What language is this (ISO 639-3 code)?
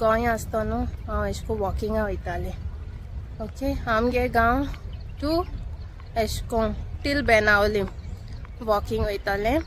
kok